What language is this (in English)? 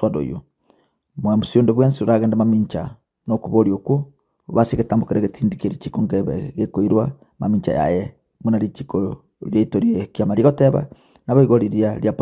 Gusii